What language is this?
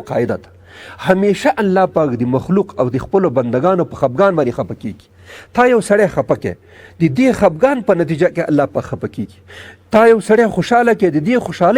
Pashto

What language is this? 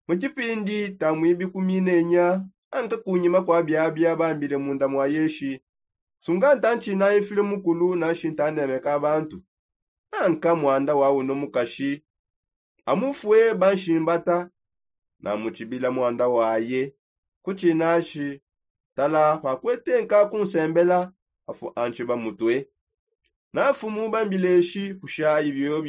Songe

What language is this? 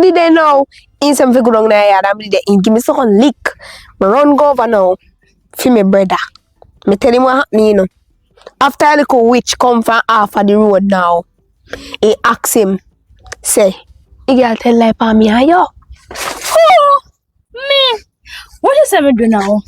Jamaican Creole English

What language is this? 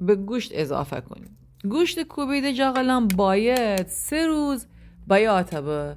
Gilaki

